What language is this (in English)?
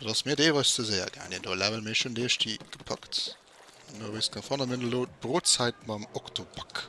Luxembourgish